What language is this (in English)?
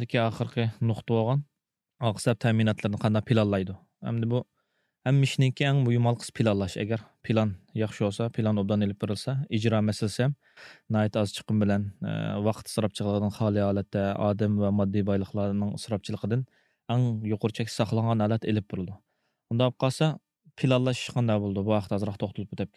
Uyghur